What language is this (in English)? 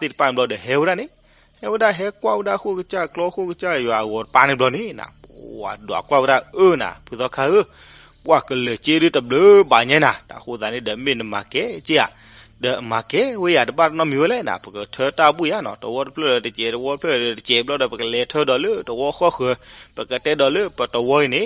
S'gaw Karen